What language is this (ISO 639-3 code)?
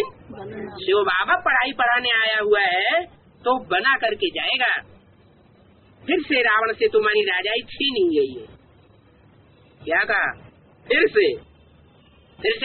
hin